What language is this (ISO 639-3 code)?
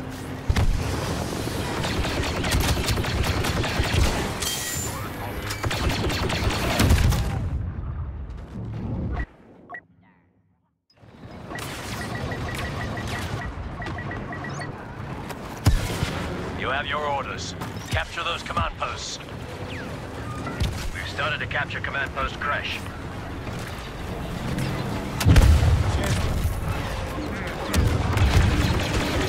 eng